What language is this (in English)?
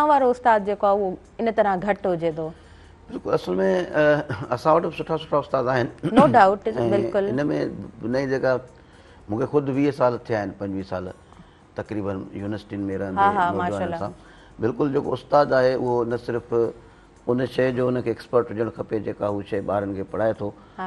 Sindhi